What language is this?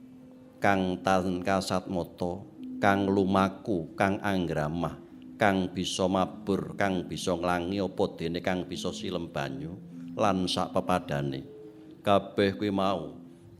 Javanese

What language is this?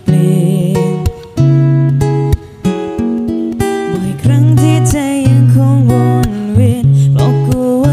Thai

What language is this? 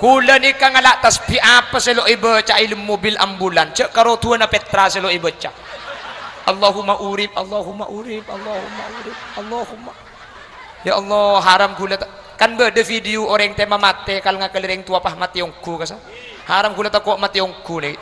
Madurese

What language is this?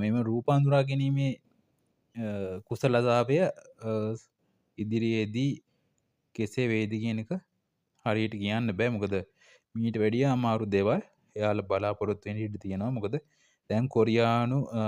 Sinhala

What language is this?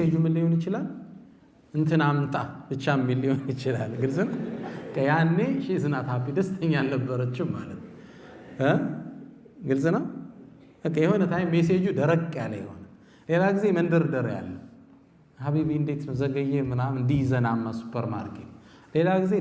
Amharic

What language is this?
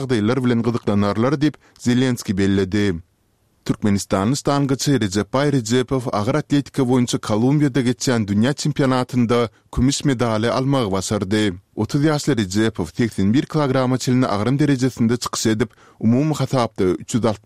Turkmen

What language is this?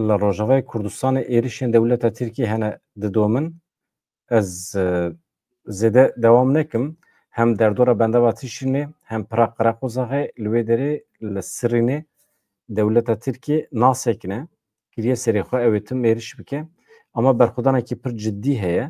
Kurdish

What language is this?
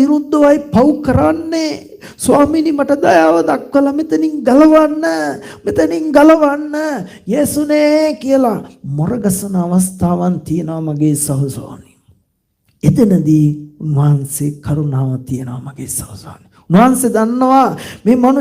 Sinhala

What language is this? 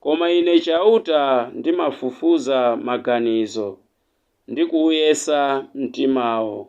Nyanja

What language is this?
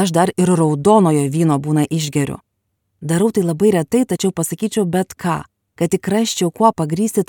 Lithuanian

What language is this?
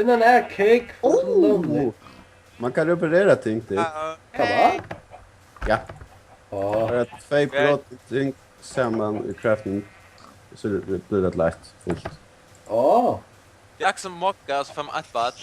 Faroese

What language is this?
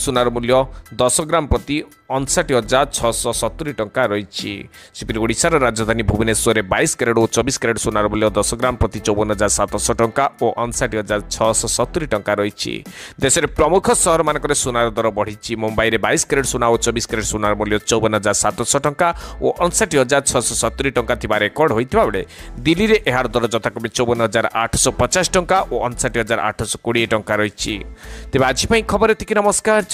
Odia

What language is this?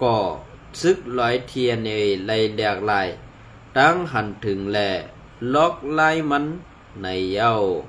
Shan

